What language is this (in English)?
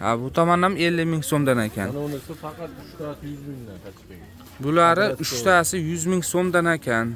Uzbek